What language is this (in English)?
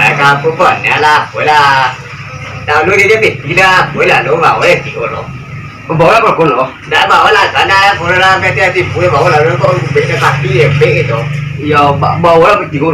Minangkabau